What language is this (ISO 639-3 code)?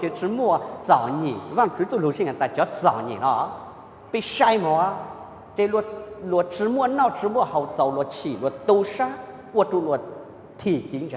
hmn